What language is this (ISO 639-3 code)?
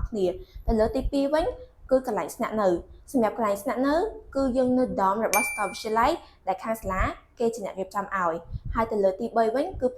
khm